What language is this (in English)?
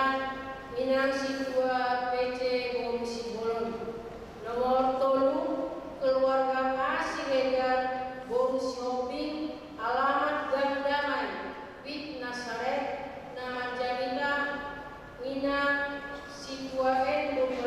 Batak Toba